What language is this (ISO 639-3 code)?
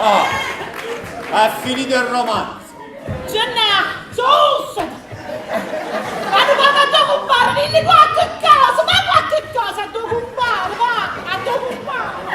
nap